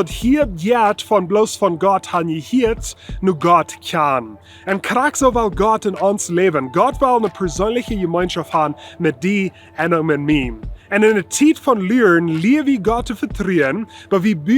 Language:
Plautdietsch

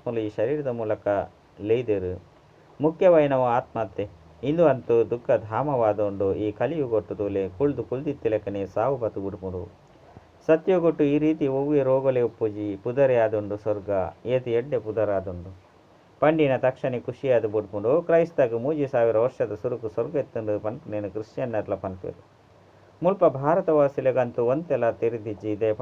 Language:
Tulu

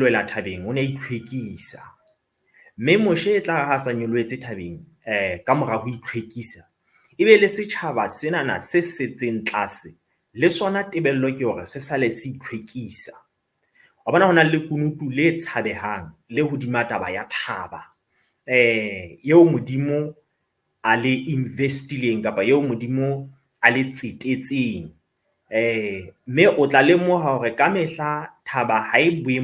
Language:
Southern Sotho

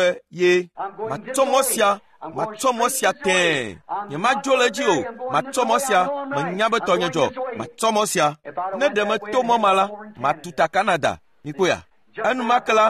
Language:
Ewe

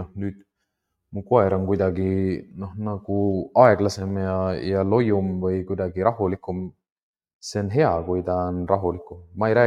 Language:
Estonian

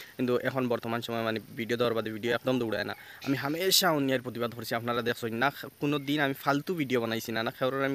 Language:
Sylheti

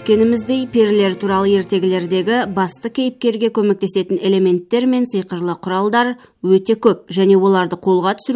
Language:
Kazakh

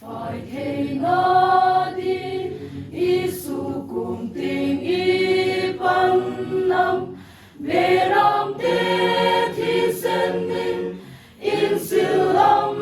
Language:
Hmar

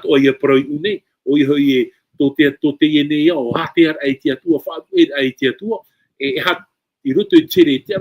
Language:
Tahitian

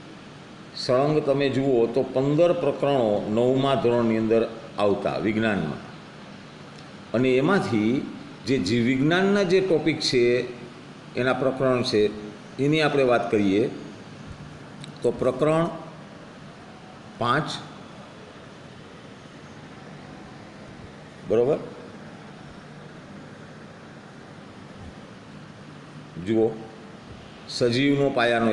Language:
Gujarati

